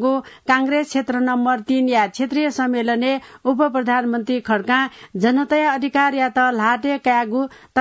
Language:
Newari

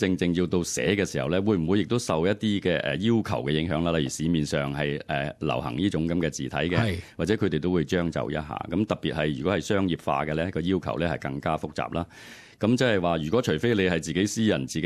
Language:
Cantonese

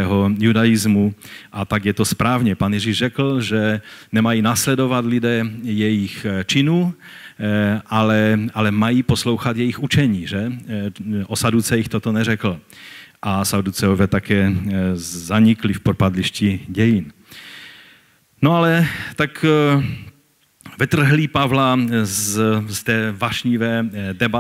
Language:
Czech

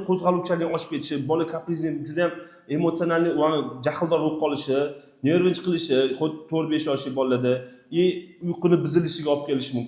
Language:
Uzbek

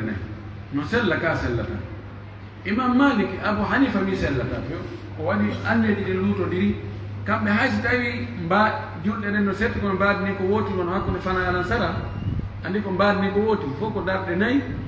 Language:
Pular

